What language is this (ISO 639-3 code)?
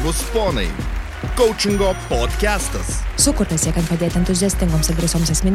lit